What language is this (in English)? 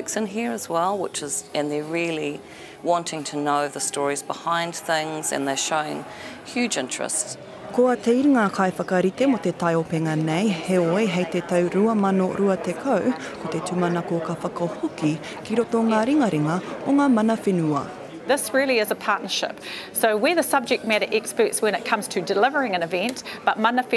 Māori